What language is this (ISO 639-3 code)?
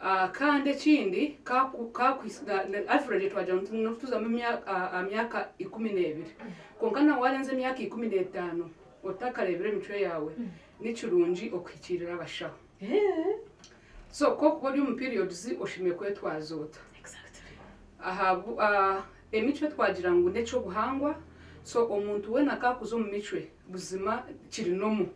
nyn